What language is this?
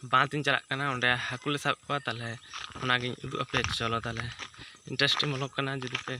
Santali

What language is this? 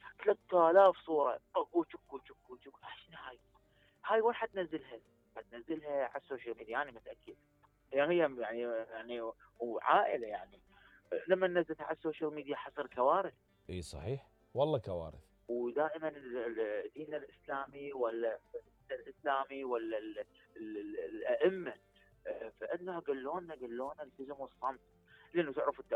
Mesopotamian Arabic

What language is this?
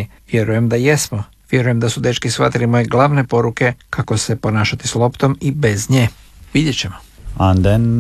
Croatian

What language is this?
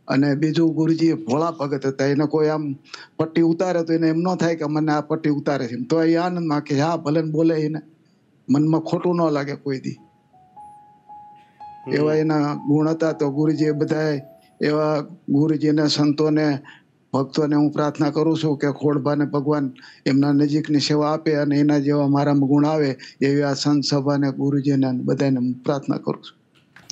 Gujarati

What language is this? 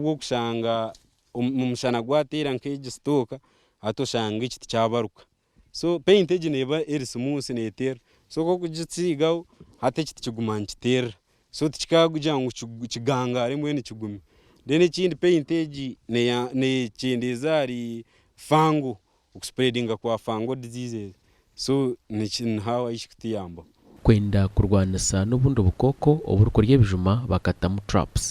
Nyankole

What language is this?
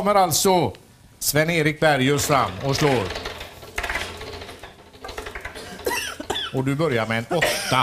Swedish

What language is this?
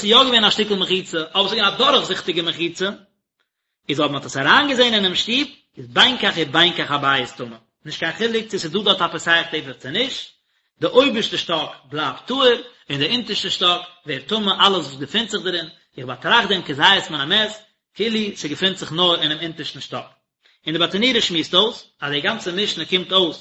Yiddish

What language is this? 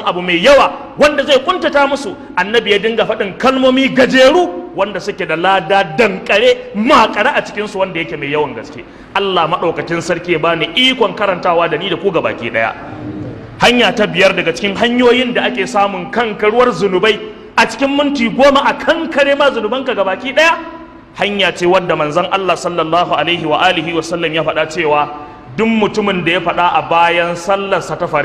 Hausa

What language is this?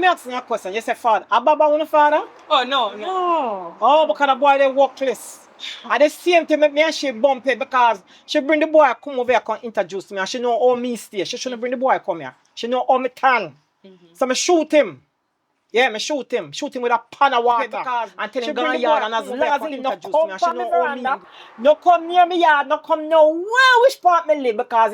Jamaican Creole English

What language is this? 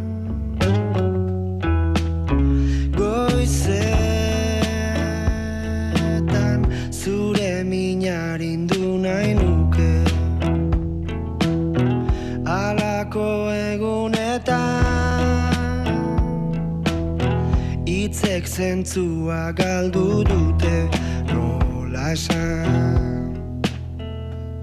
Basque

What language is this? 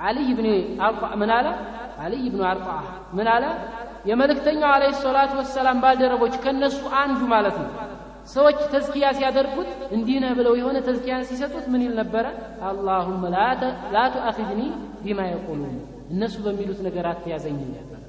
Amharic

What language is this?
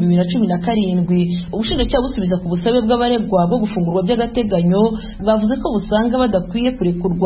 Rundi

